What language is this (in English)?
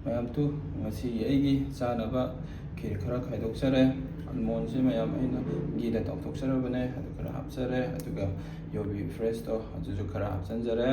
Manipuri